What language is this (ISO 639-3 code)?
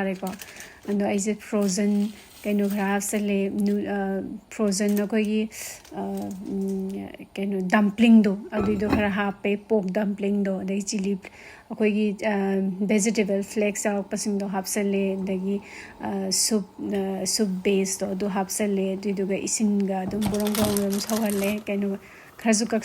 mni